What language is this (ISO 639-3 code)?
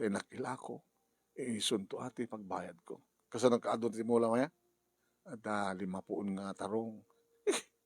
ilo